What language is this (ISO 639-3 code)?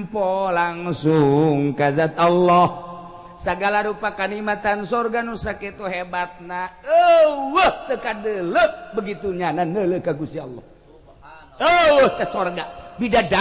sun